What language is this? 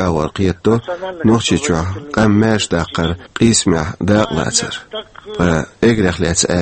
Chechen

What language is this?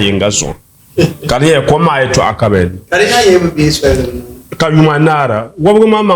Dagbani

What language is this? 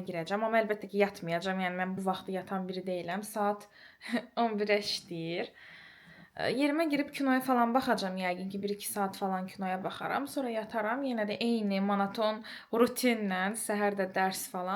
Azerbaijani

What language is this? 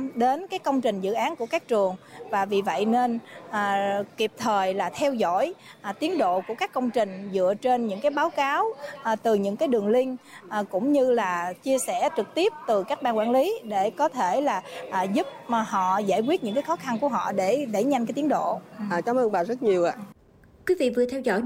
Vietnamese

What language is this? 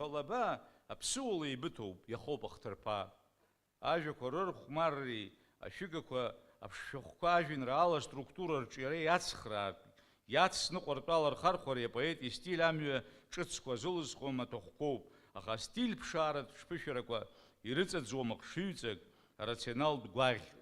Abkhazian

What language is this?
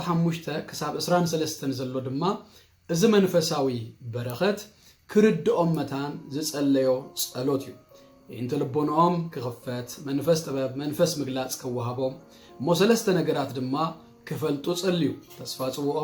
Tigrinya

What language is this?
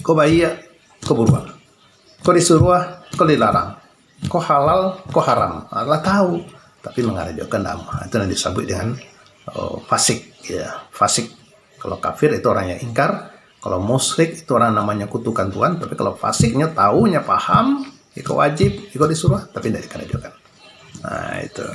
Minangkabau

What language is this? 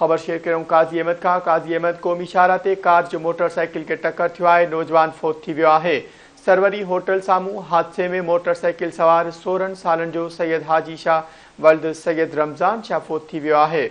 Sindhi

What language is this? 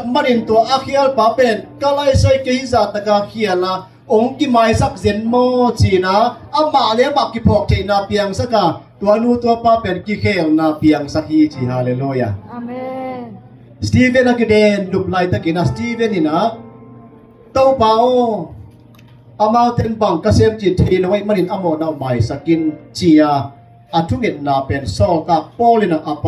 Tedim Chin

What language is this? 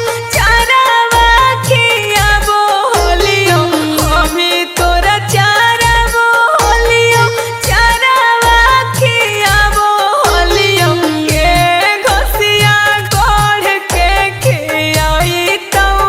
Magahi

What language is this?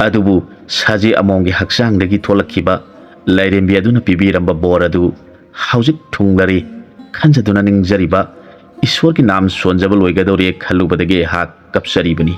Manipuri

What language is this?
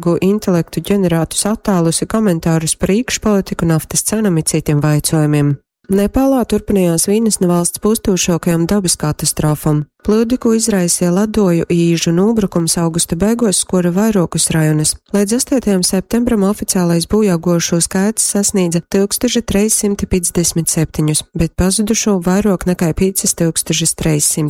Latgalian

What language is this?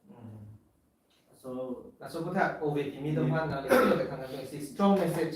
Karbi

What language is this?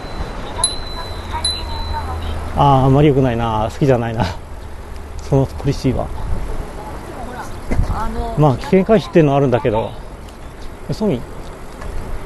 Japanese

